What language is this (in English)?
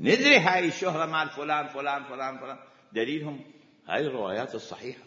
Mesopotamian Arabic